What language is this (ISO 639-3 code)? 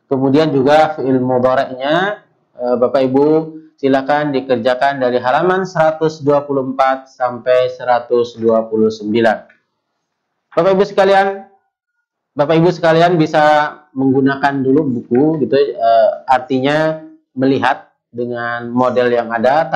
ind